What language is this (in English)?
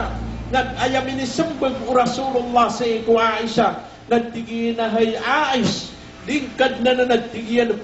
Maranao